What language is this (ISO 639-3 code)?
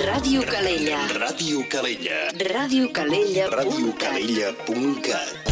cat